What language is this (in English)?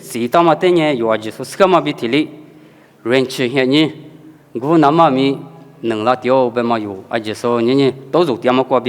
Lisu